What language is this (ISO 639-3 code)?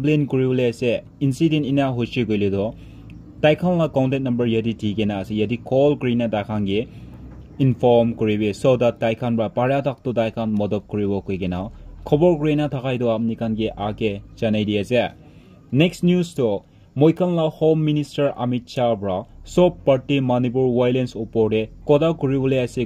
nag